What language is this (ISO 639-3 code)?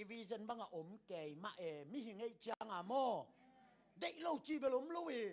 ctd